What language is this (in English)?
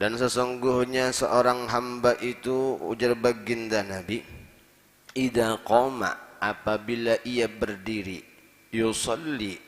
Banjar